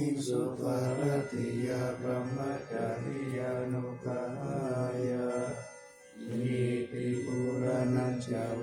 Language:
Pali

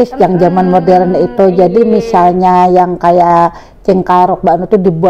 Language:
Banjar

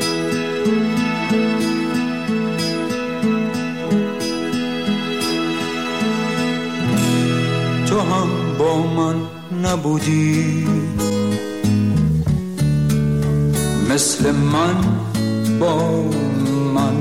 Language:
Persian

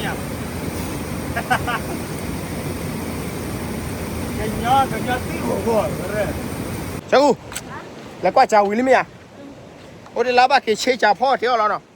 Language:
S'gaw Karen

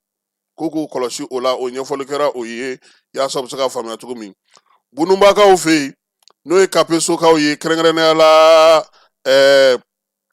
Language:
Bambara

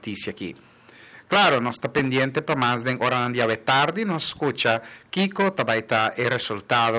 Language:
Papiamento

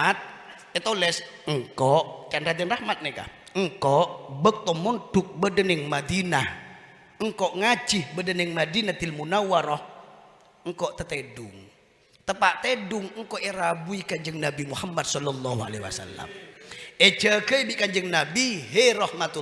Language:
Madurese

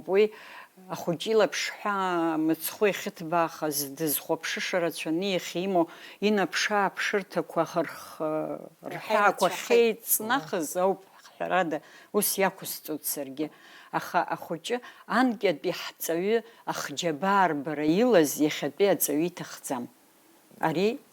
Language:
Abkhazian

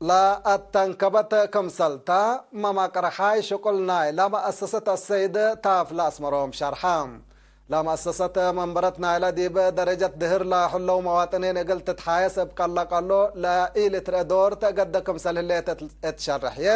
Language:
Tigre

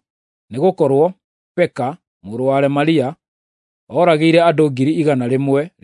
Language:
Kikuyu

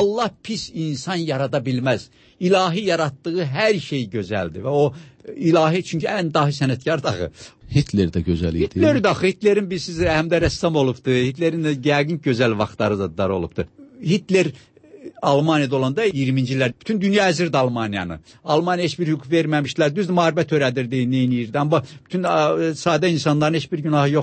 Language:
Azerbaijani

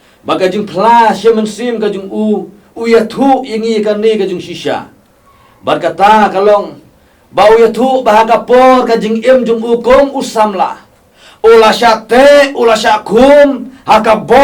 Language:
Khasi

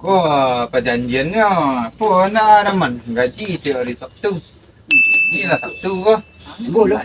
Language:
Minangkabau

